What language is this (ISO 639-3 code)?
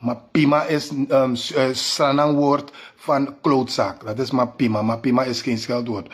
srn